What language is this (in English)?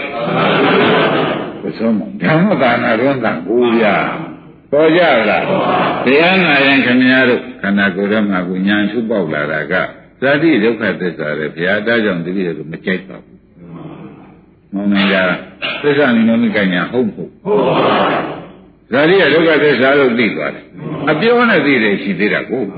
Burmese